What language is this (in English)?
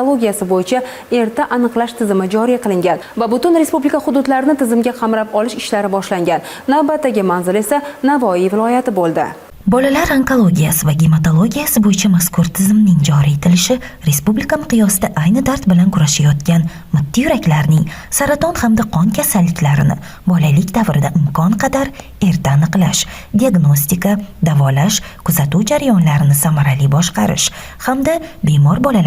Uzbek